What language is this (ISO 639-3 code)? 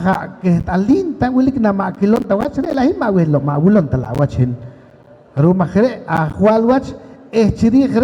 poh